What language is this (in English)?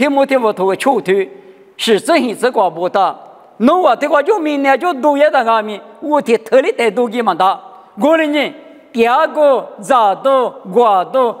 Lisu